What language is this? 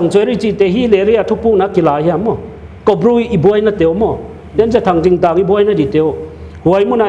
Paite Chin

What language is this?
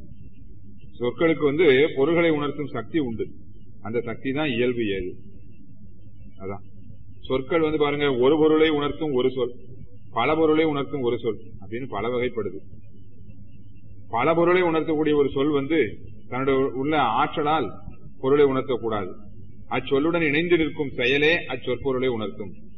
Tamil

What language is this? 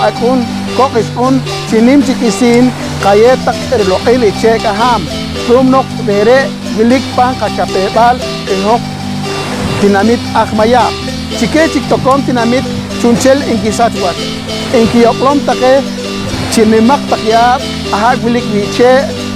Poqomchi'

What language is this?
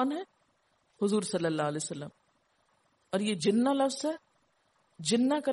Urdu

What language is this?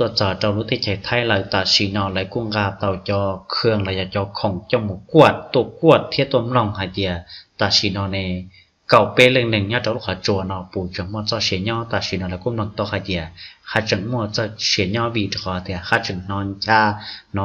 Hmong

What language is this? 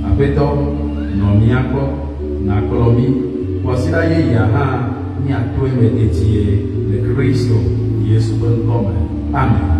Ewe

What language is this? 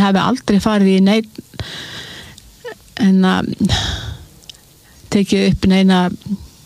Icelandic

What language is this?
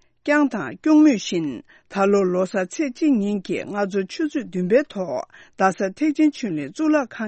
Tibetan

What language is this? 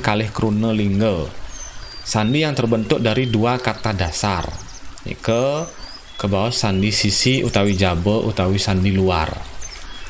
Balinese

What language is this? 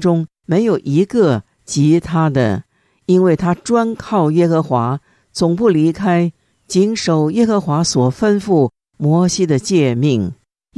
Chinese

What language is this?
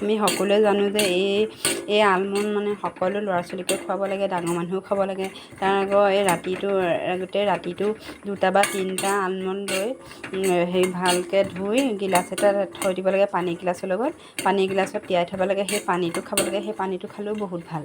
Assamese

